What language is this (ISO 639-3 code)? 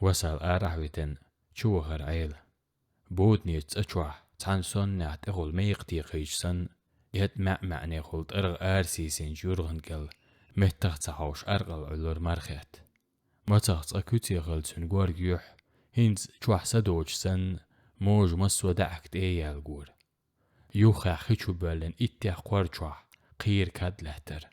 che